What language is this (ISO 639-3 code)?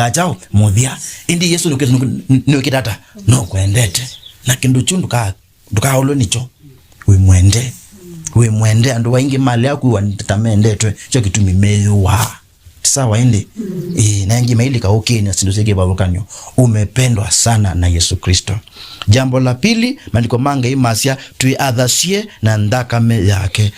kam